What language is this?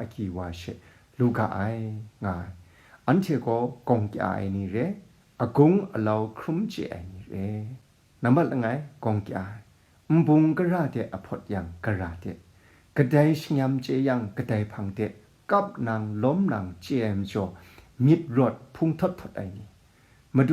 Kachin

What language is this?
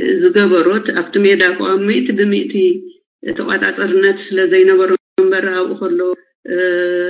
Tigrinya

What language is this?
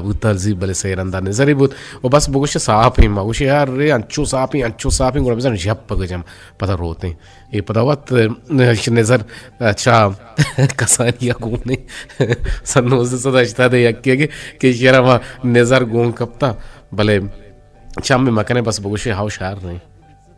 Eastern Balochi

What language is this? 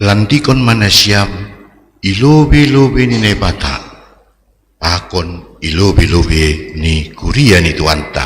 Batak Simalungun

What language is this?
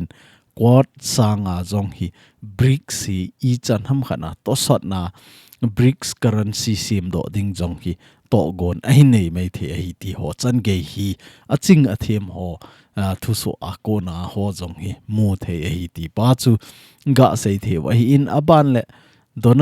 Thado Chin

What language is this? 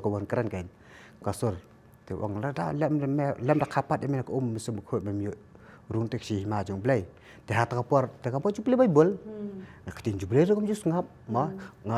Khasi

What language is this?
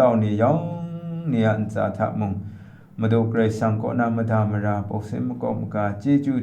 Kachin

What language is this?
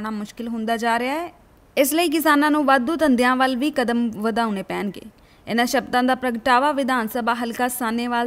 Punjabi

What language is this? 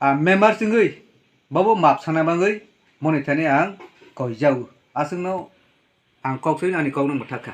Kok Borok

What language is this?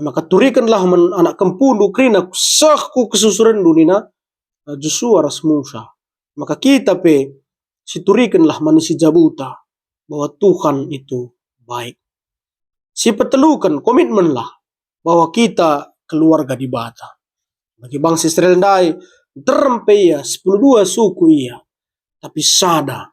Batak Karo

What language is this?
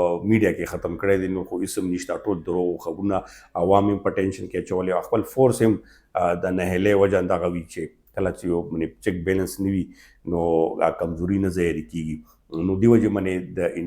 Pashto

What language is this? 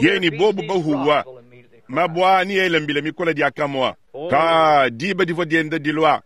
Luba-Lulua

